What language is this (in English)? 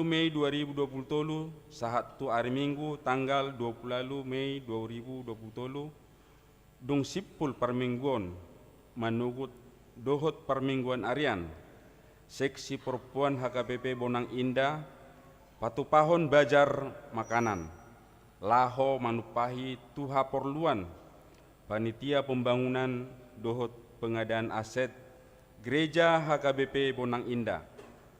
Batak Toba